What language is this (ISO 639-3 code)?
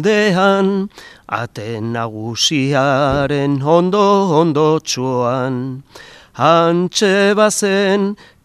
eus